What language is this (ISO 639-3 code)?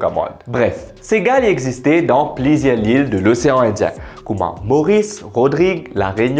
mfe